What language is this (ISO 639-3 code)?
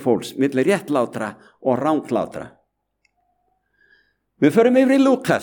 isl